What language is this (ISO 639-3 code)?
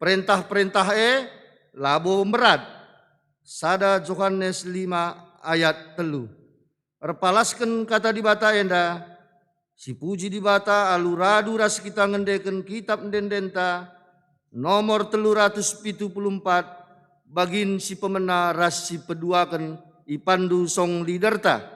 btx